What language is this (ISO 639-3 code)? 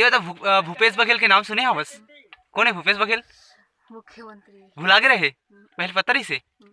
hne